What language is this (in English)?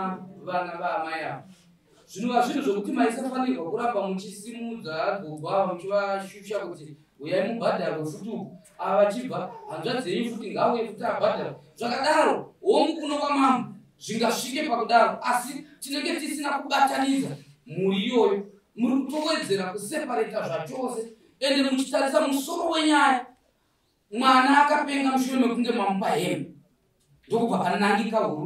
Shona